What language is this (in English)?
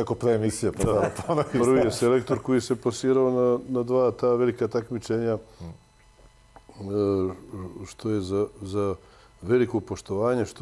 Serbian